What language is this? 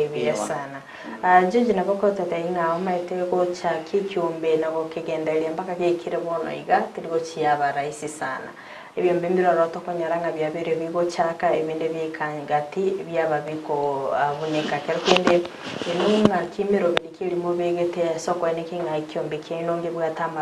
Gusii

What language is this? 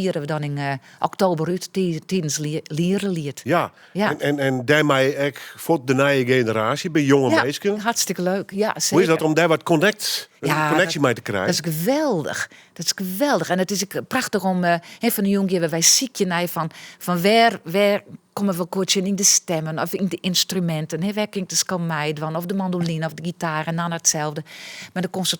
Western Frisian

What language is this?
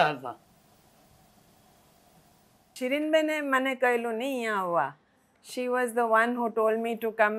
Gujarati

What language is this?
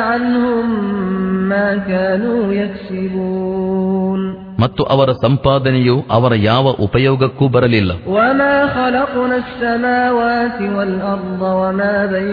Kannada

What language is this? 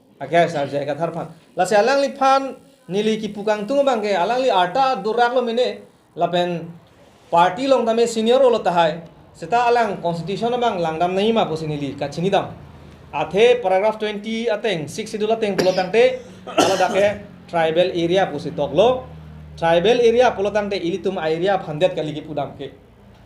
Karbi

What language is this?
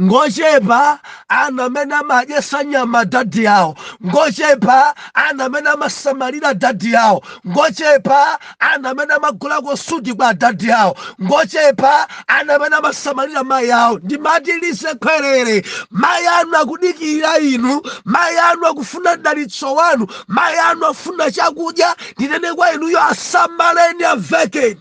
Nyanja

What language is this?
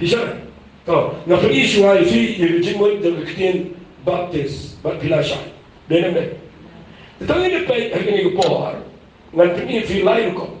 Khasi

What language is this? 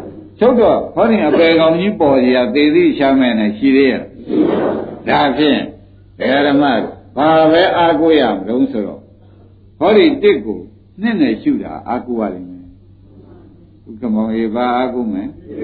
Burmese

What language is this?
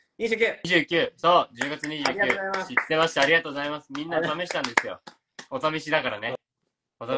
Japanese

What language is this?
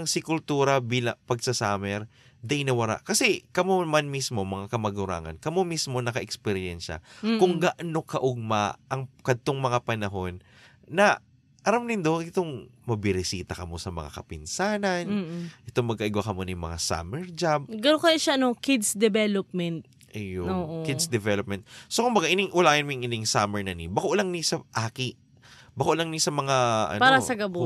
Bikol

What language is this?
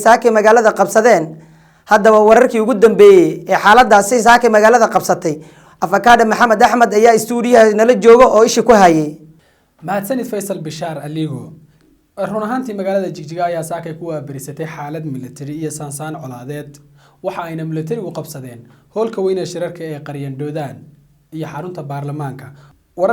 Somali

